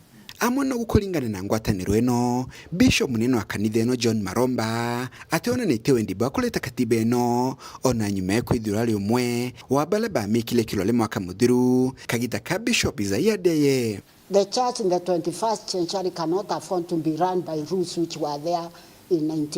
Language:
Meru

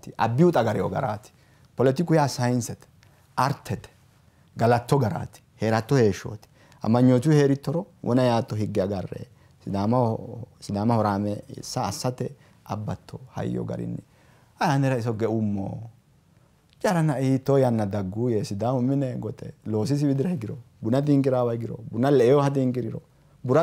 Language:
Sidamo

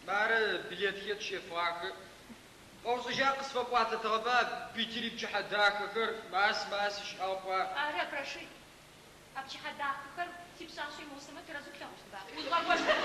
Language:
Adyghe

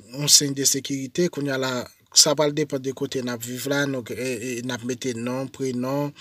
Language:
Haitian Creole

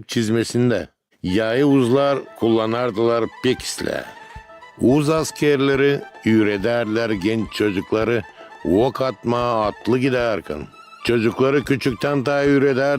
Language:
Gagauz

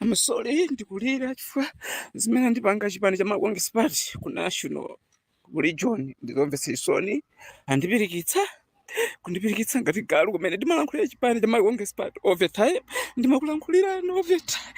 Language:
Nyanja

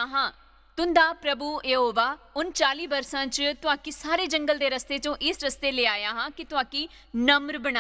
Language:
Dogri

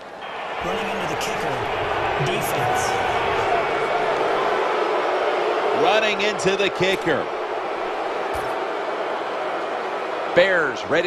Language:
English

